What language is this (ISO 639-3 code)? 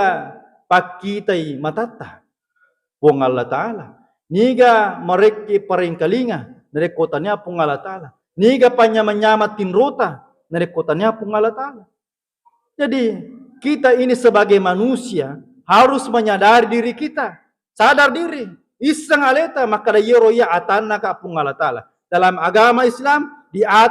bug